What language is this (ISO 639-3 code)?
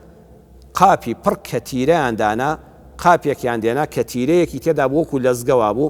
ckb